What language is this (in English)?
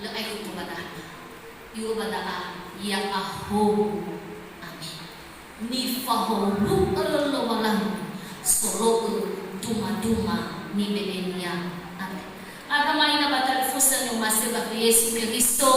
Nias